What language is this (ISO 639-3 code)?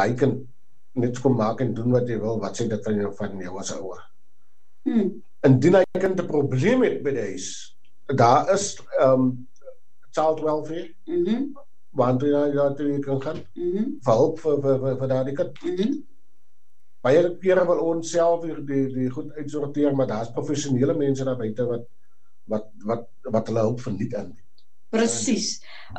afr